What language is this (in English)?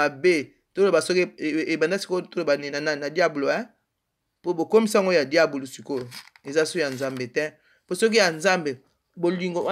Lingala